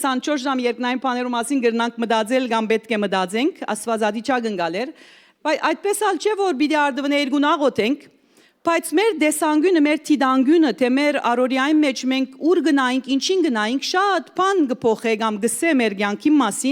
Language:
Western Armenian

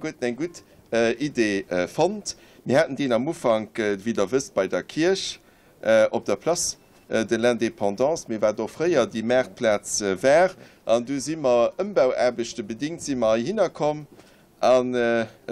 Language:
Luxembourgish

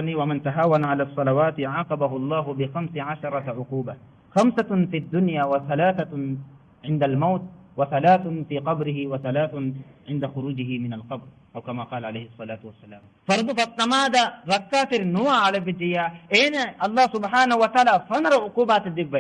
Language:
Divehi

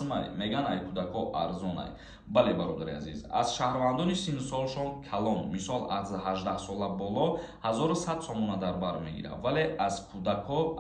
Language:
Tajik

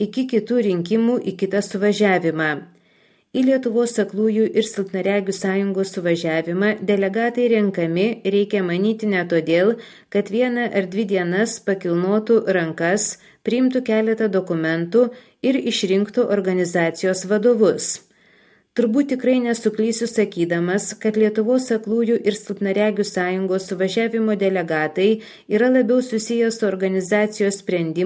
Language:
Lithuanian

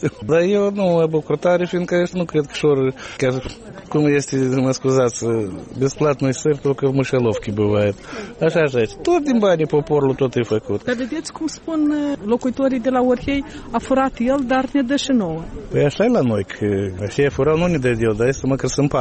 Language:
Romanian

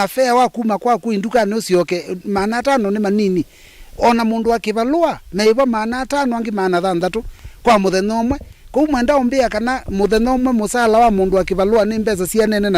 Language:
Kamba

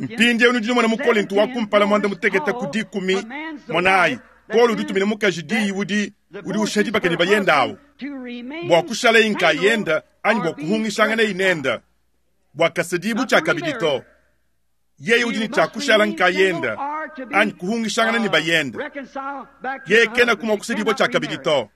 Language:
Luba-Lulua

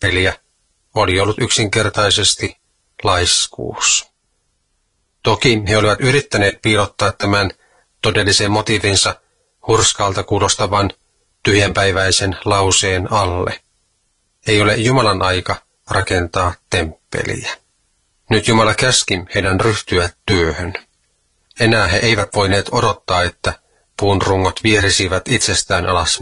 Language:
Finnish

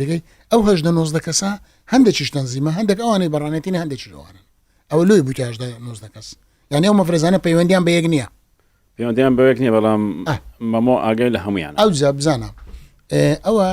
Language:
Central Kurdish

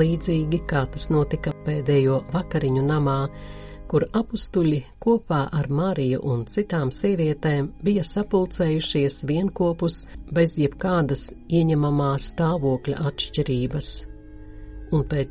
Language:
Latvian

